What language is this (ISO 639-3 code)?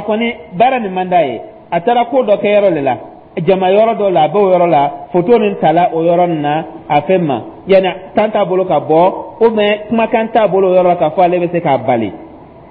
dyu